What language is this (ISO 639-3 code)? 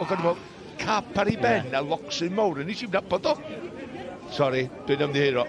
cym